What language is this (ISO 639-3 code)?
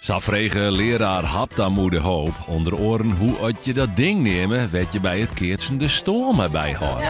fry